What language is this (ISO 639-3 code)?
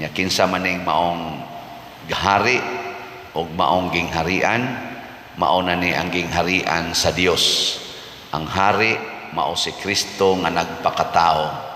ceb